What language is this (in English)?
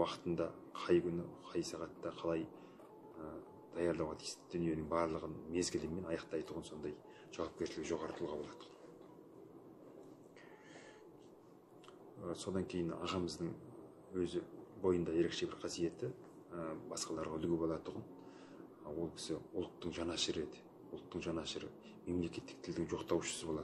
Kazakh